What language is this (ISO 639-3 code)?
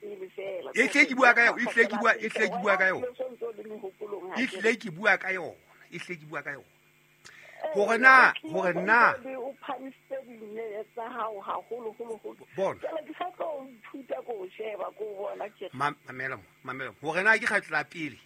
sot